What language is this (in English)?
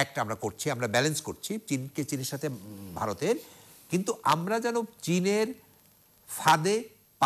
Bangla